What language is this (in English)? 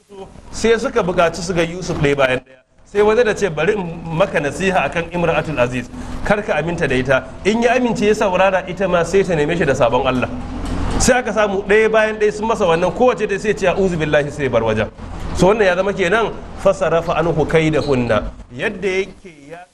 Hausa